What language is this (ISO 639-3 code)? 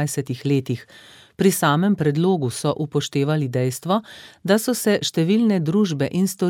slv